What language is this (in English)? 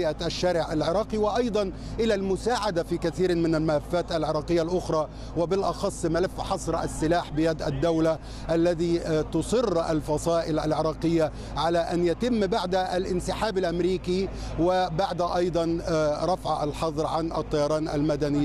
Arabic